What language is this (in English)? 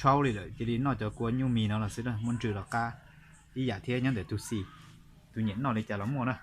Hmong